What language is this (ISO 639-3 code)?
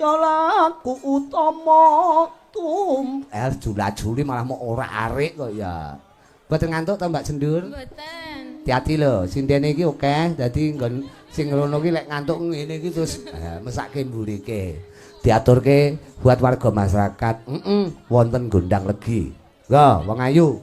jav